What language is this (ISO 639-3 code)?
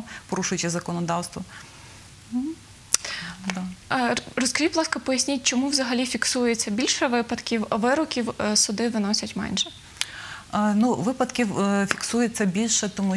ukr